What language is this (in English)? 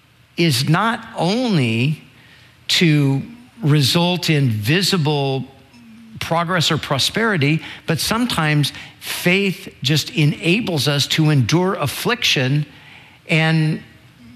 English